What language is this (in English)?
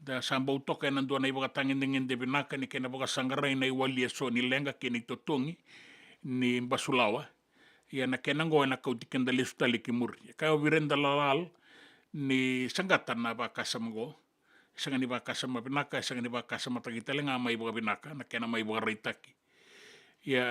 Fijian